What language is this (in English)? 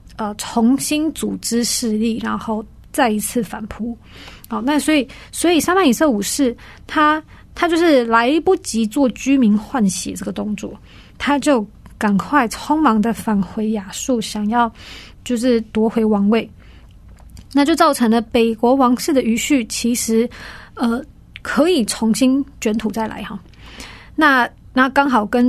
Chinese